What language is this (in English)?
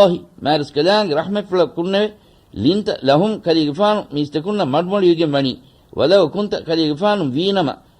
Divehi